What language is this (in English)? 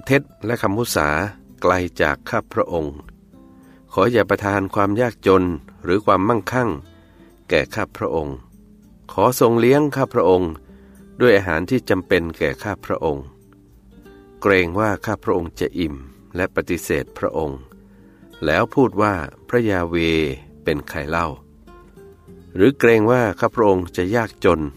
Thai